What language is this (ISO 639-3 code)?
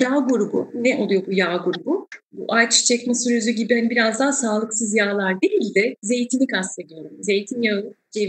tur